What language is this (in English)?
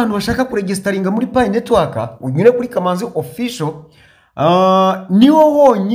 Kinyarwanda